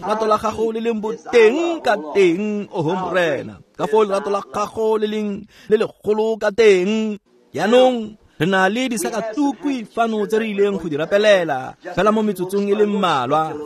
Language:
Tswana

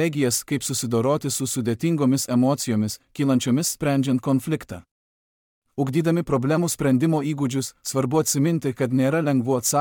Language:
Lithuanian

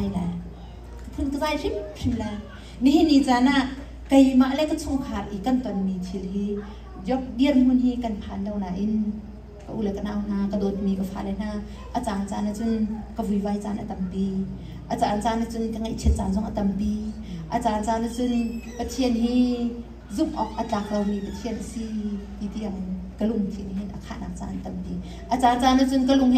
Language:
Hakha Chin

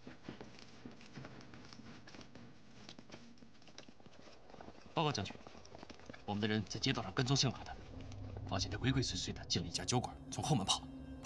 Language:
Chinese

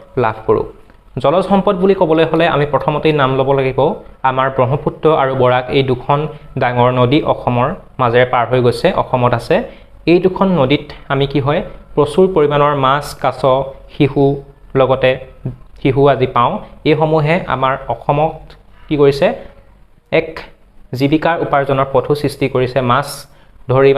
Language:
Assamese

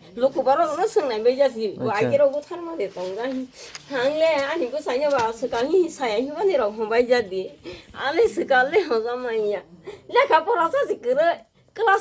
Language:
Kok Borok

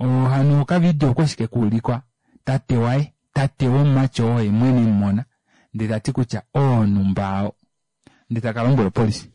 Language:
Kuanyama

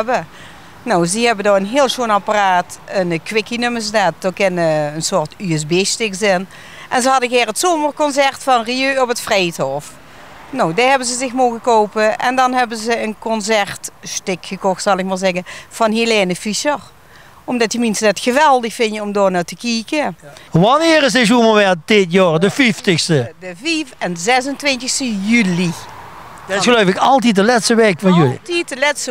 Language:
Limburgish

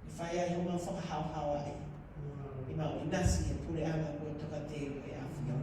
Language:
Tongan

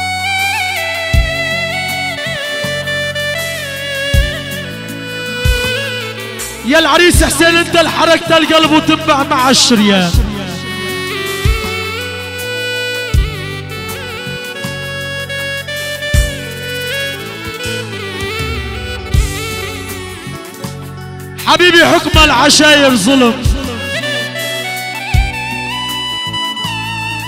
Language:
Turkish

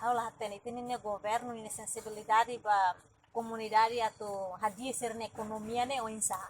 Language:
Tetum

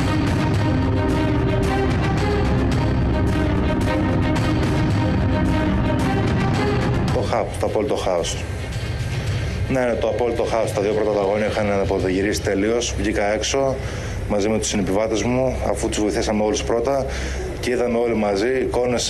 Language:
Greek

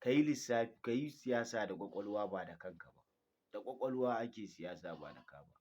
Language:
Hausa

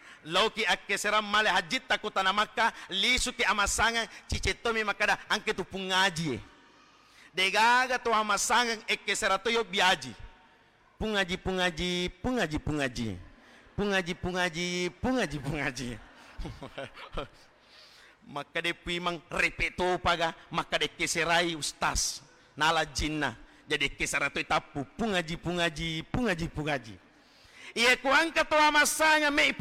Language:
Buginese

